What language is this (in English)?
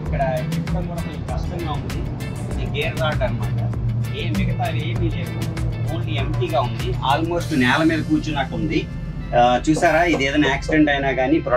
Telugu